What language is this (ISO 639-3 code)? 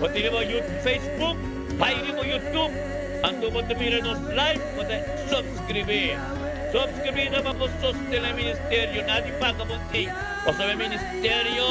pap